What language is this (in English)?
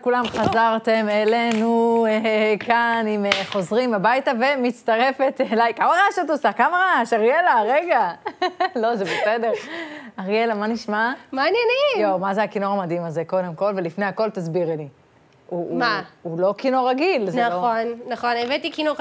Hebrew